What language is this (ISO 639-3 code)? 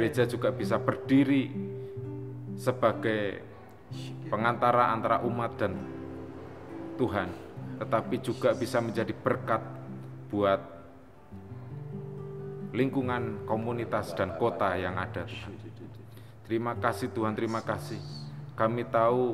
ind